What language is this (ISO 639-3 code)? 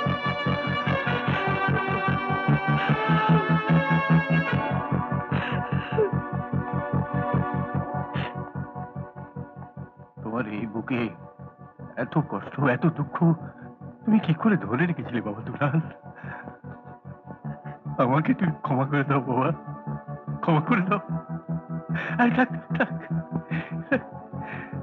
ben